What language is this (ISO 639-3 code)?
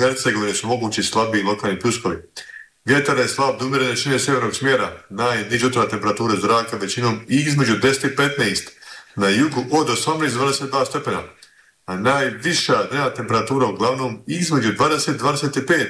bos